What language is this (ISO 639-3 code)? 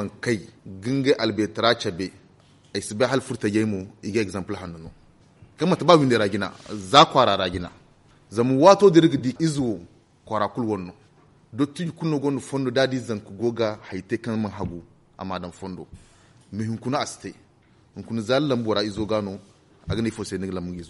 dje